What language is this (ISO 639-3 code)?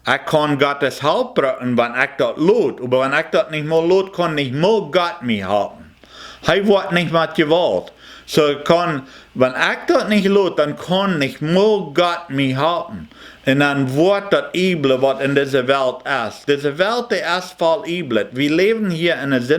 pdt